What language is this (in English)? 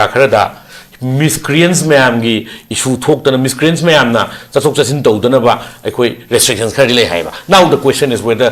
Manipuri